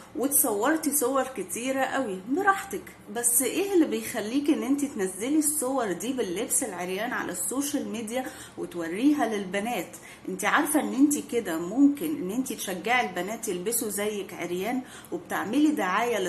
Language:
Egyptian Arabic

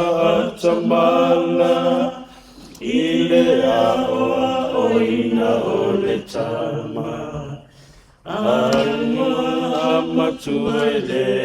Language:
Samoan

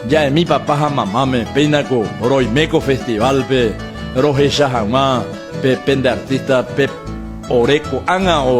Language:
Guarani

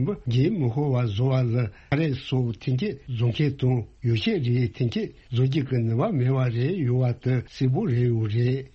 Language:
Tibetan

